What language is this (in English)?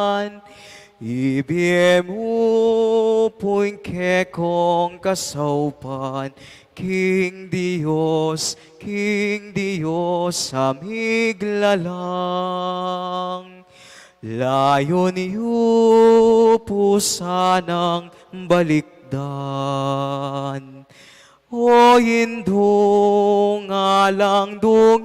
Pampanga